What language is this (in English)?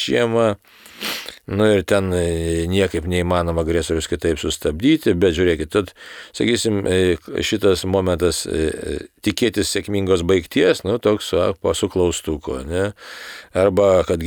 Lithuanian